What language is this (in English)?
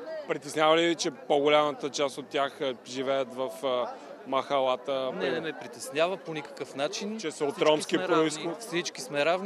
Bulgarian